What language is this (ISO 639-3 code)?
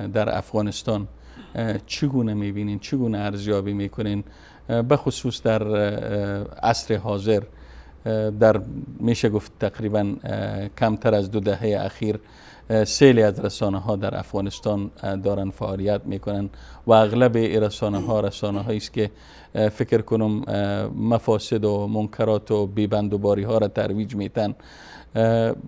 fas